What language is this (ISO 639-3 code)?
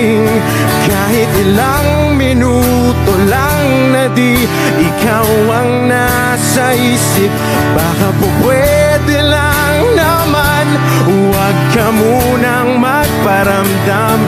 fil